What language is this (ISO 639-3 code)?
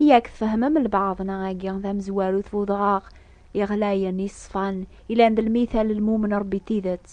kab